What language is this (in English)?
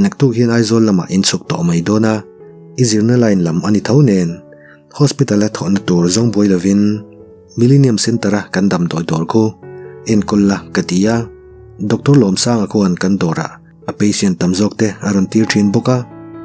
Mizo